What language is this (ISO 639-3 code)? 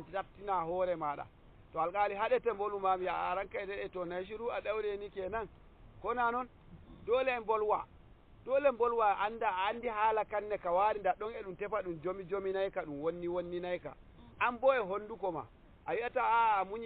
fuv